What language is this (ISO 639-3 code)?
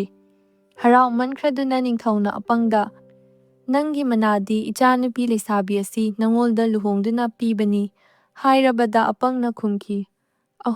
mni